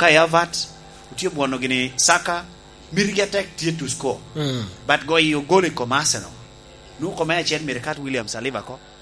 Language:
Lango (Uganda)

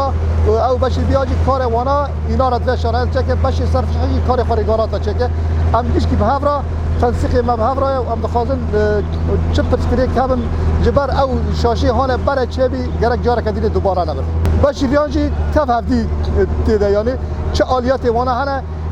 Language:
Kurdish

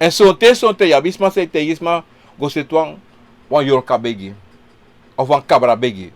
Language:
Sranan Tongo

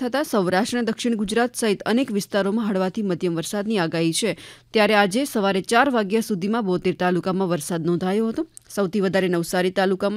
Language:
Gujarati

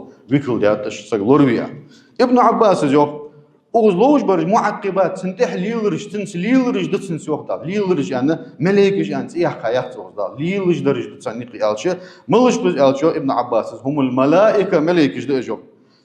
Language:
Ingush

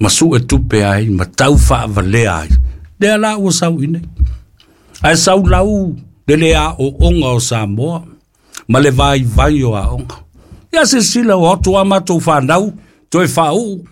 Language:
Samoan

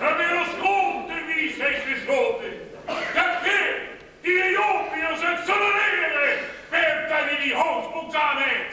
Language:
Limburgish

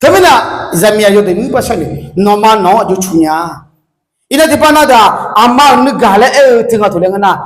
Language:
Akha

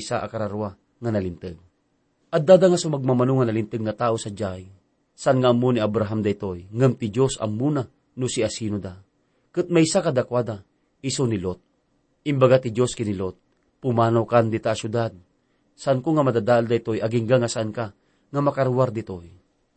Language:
Iloko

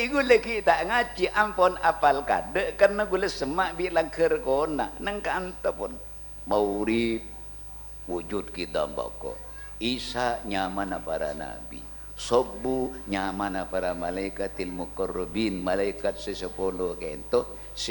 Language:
Madurese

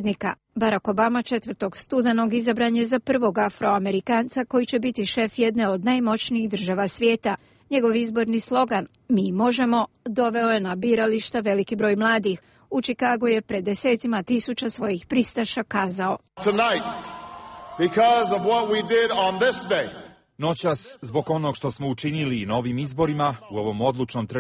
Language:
Croatian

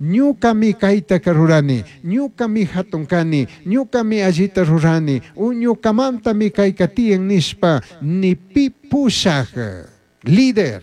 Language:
Chimborazo Highland Quichua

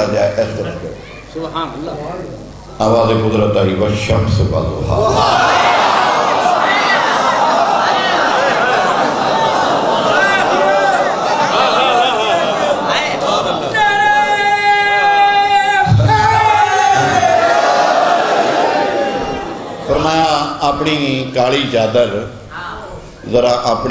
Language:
Urdu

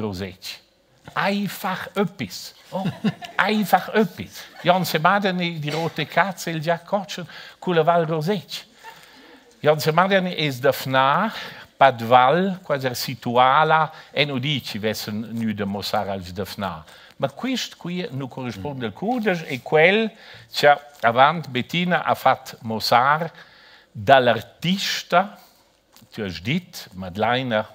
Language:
Romansh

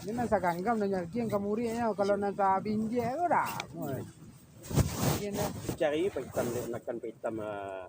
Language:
Minangkabau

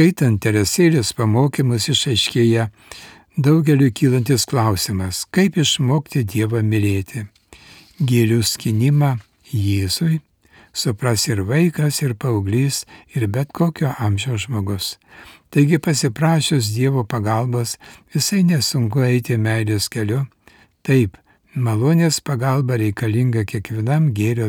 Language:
Lithuanian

